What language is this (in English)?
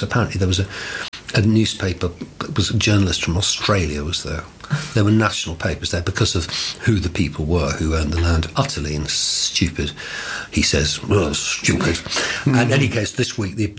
English